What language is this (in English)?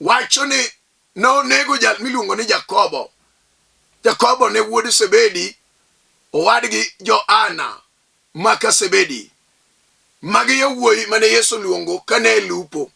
Luo (Kenya and Tanzania)